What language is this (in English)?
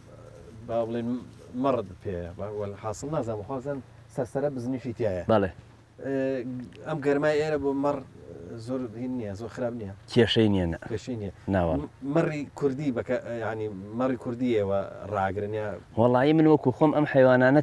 Central Kurdish